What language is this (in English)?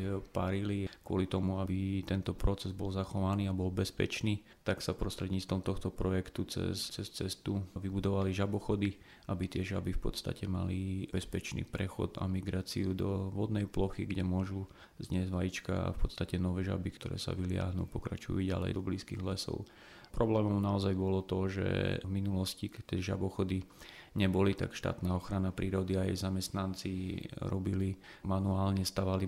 Slovak